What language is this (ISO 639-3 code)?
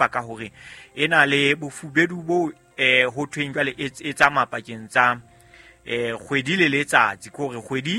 sot